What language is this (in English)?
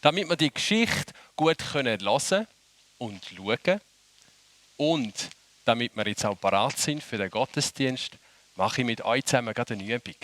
Swiss German